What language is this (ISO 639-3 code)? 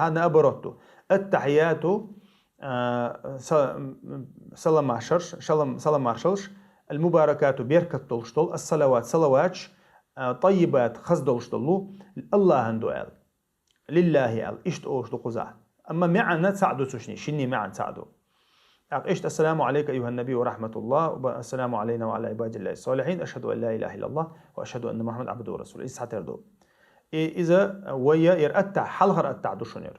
che